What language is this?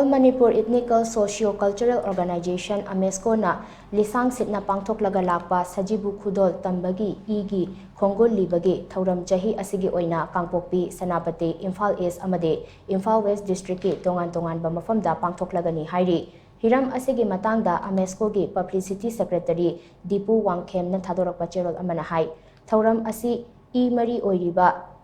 Manipuri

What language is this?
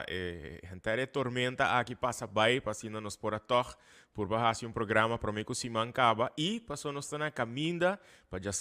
Papiamento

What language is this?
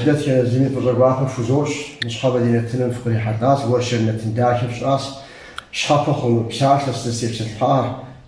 Kabardian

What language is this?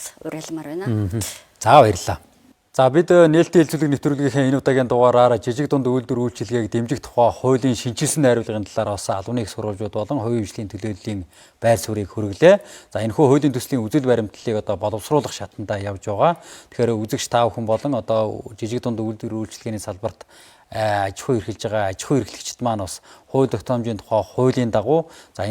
Mongolian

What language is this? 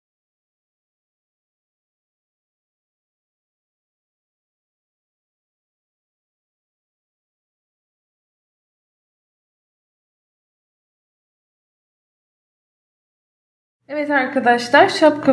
Turkish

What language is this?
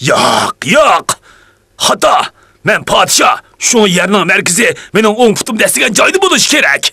Uyghur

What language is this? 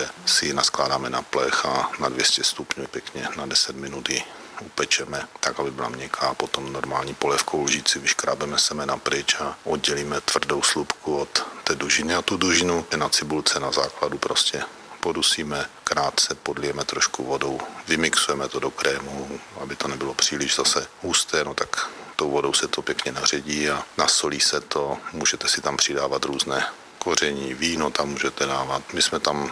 Czech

